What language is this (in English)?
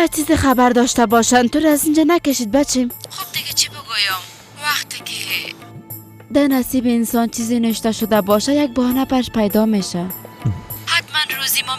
Persian